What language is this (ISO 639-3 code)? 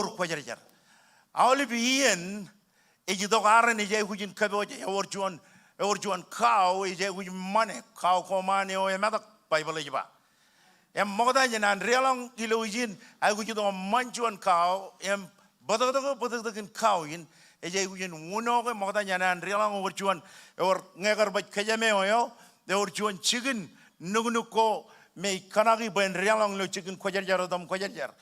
mah